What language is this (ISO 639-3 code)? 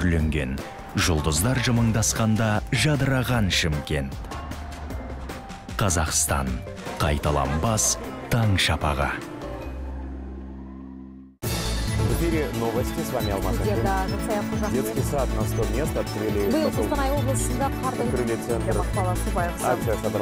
kaz